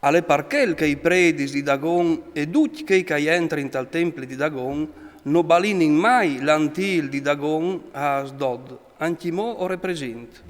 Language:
Friulian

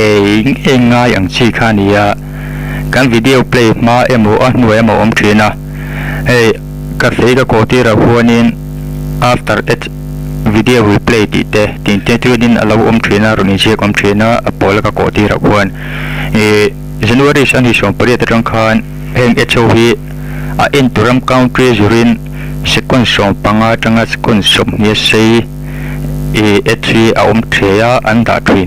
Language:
Mizo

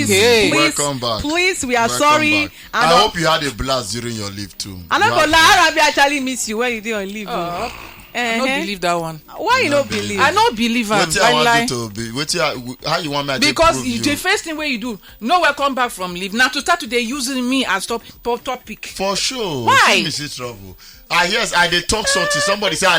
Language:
Nigerian Pidgin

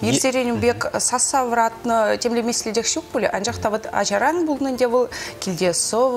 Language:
Chuvash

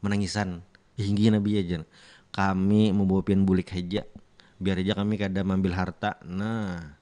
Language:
Banjar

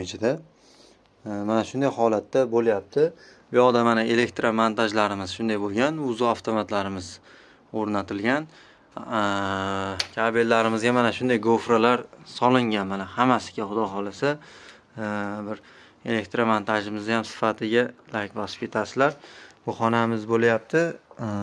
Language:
Uzbek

